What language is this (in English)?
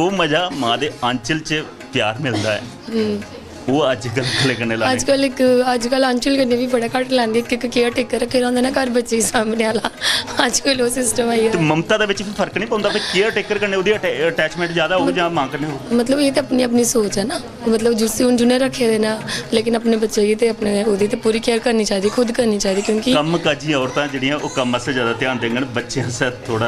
Dogri